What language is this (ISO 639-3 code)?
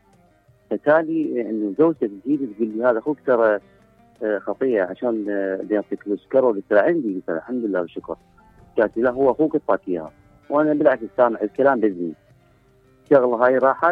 acm